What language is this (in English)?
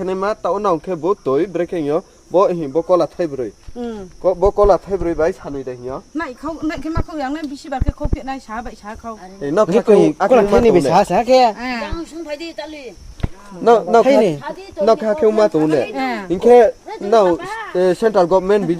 Riang (India)